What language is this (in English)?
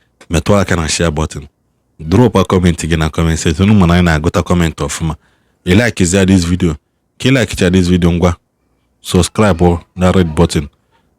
Igbo